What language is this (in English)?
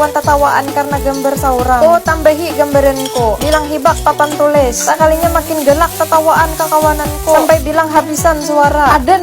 Banjar